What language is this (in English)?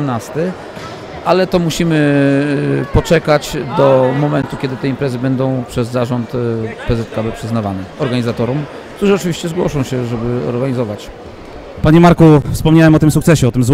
Polish